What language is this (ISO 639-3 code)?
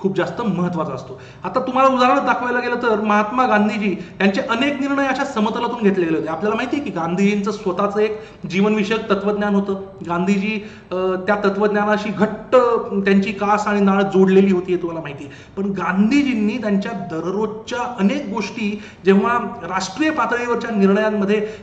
mar